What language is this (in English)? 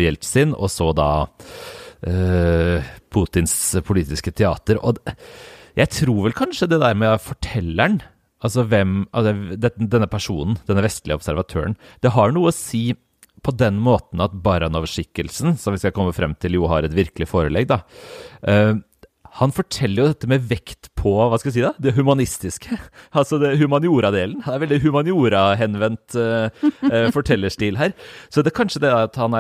Norwegian